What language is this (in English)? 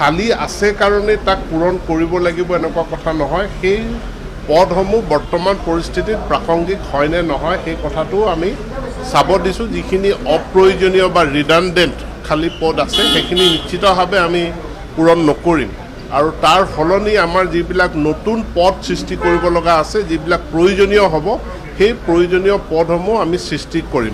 Assamese